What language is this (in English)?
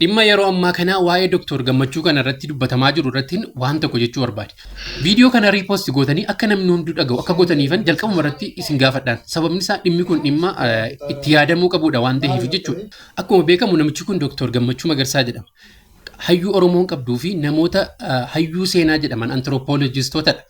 Oromo